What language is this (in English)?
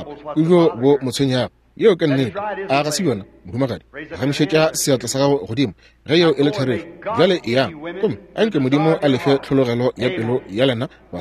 Northern Sotho